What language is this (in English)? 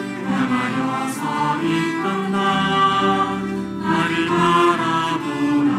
Korean